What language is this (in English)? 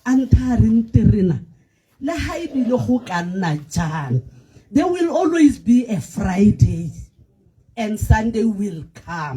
Tswana